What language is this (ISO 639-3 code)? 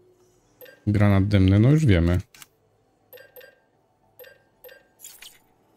pol